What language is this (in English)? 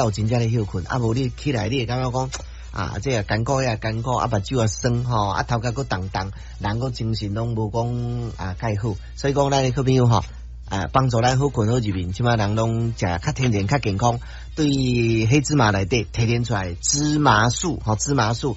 Min Nan Chinese